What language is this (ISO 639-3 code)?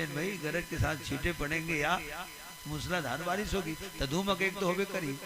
hne